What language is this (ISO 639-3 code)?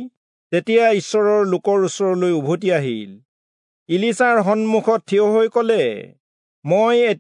asm